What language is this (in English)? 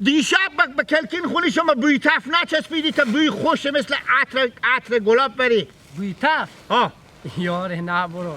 Hazaragi